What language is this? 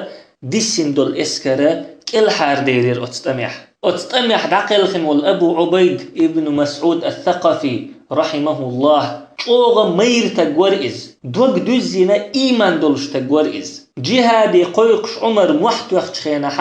Chechen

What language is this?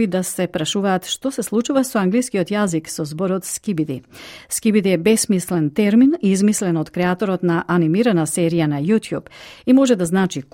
Macedonian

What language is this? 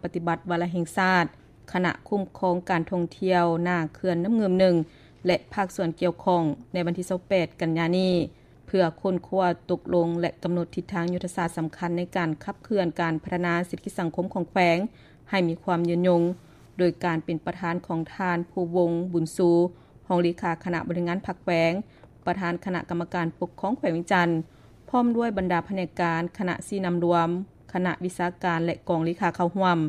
Lao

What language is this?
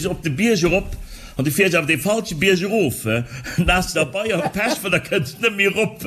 Luxembourgish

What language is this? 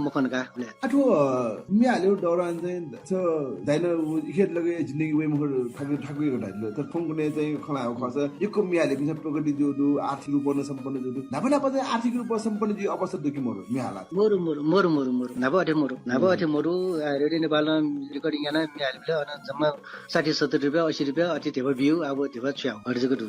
Newari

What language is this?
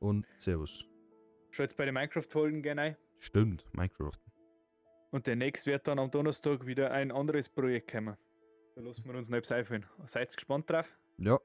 Bavarian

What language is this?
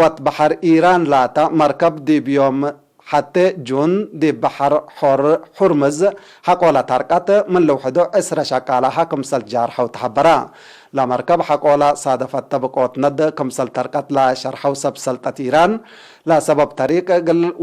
Tigre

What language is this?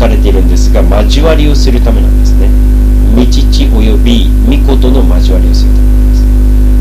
Japanese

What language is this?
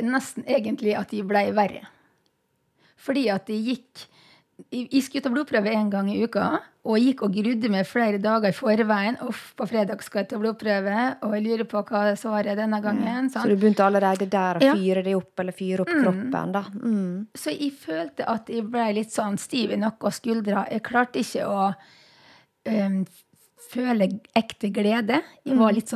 Norwegian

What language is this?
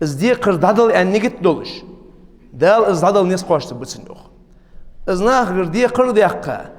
Ingush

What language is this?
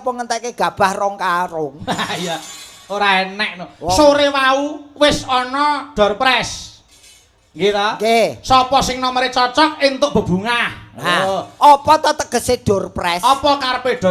Javanese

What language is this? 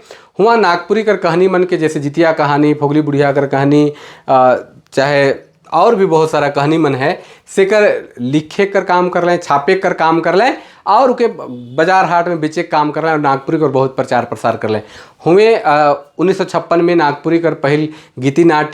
Sadri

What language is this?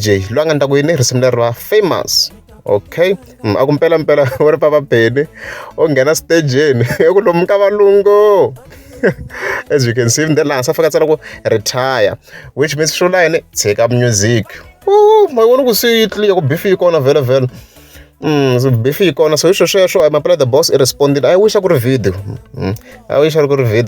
Tsonga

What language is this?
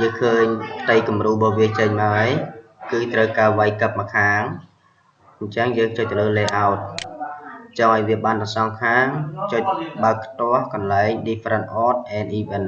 Khmer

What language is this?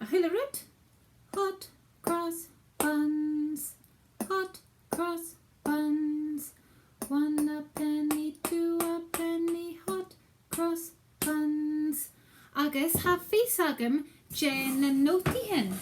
Scottish Gaelic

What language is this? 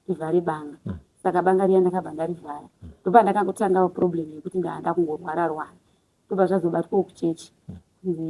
Shona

